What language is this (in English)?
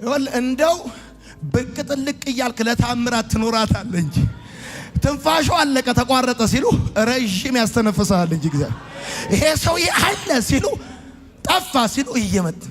Amharic